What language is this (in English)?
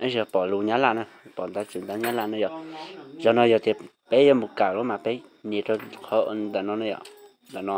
Hmong